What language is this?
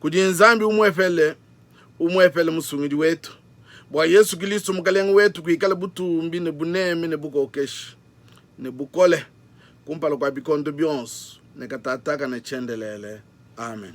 Luba-Lulua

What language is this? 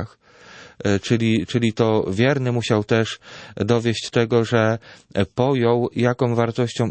Polish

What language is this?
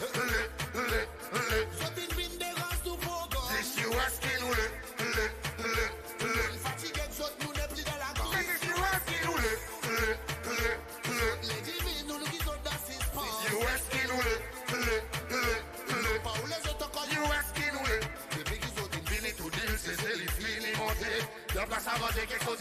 Seselwa Creole French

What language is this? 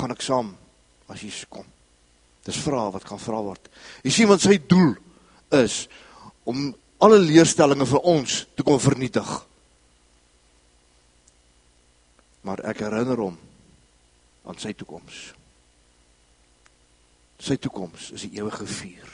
Afrikaans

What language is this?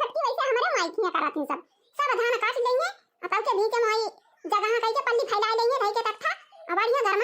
Awadhi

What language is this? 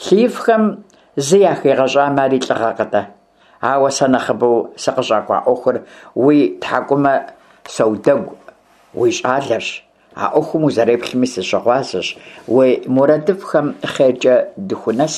Kabardian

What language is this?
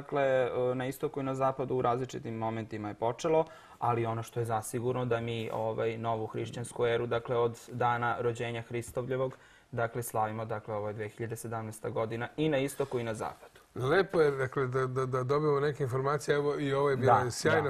Serbian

